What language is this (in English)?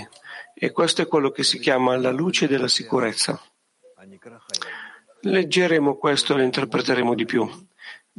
Italian